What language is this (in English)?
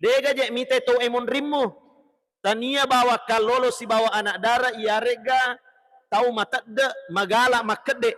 Buginese